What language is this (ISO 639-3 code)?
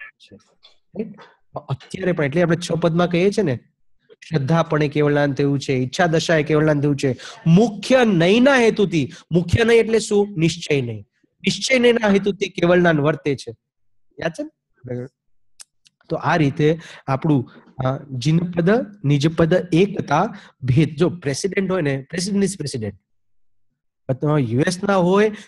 guj